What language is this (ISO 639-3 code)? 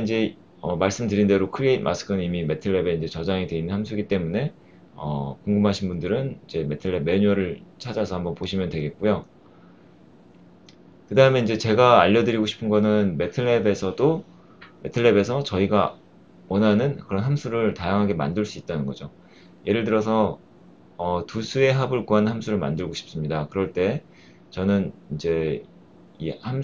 kor